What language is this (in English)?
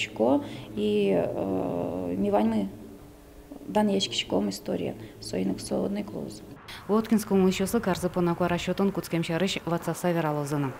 Udmurt